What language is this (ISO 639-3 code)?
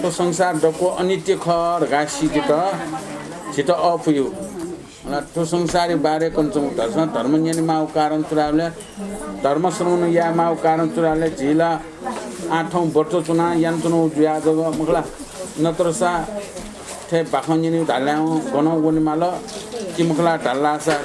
new